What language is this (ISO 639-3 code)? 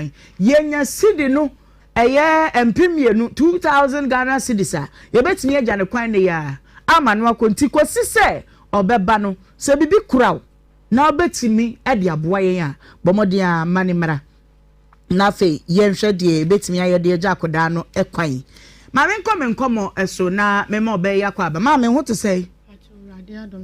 aka